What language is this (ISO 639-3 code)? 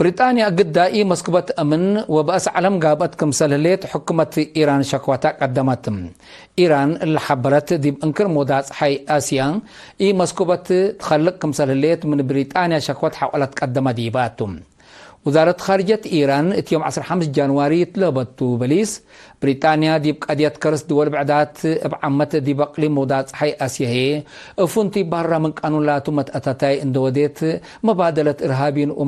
tig